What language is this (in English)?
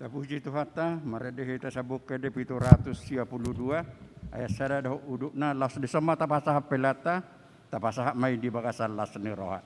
Batak Toba